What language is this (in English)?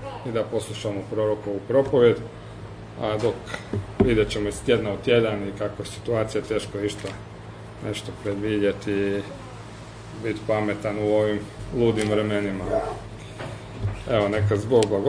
Croatian